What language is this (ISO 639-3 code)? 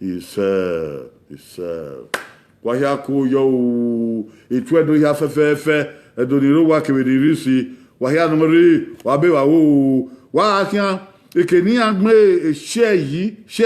bin